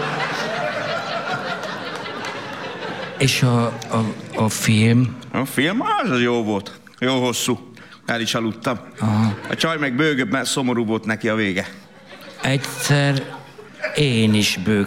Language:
Hungarian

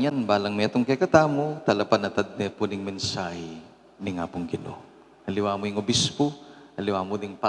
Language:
Pampanga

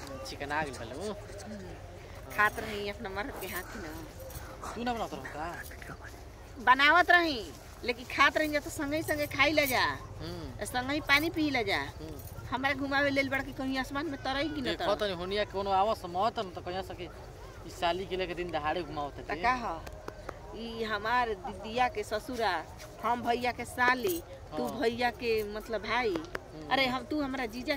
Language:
Bhojpuri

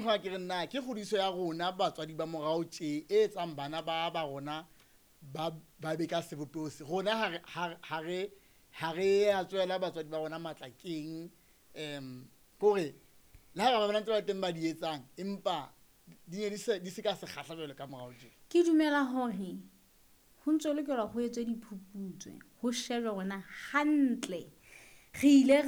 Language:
Southern Sotho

